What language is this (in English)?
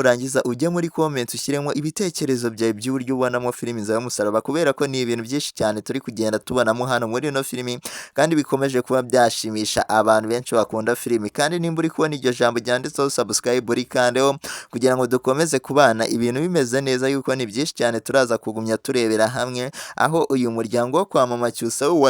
Kinyarwanda